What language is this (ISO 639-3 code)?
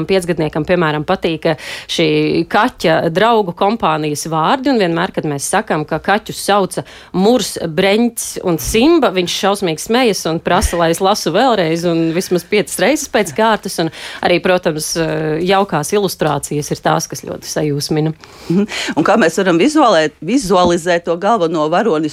lav